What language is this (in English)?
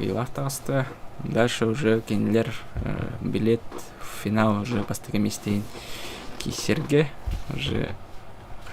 Yakut